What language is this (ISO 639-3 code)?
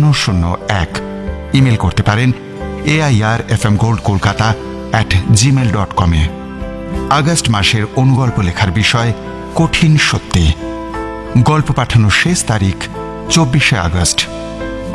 ben